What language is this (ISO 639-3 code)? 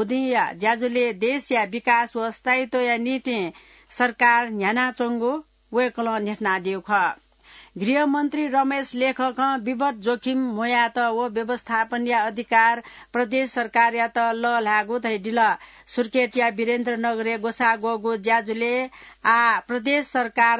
new